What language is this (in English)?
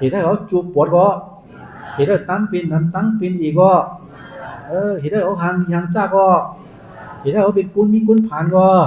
Shan